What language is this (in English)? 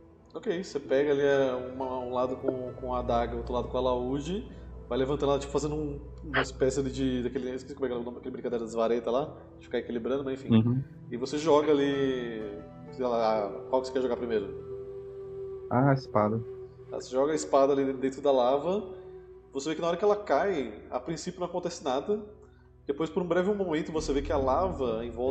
Portuguese